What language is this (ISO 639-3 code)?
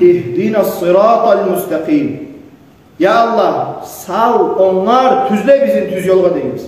kum